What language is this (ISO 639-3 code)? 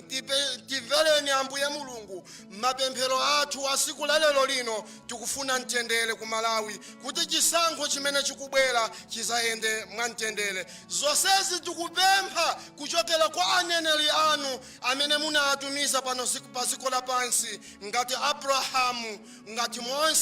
nya